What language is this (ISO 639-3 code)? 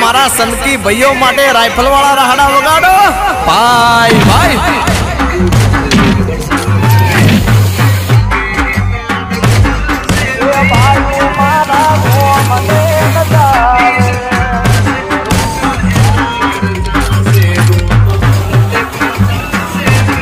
guj